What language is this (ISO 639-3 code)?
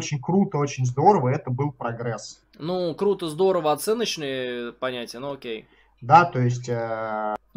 rus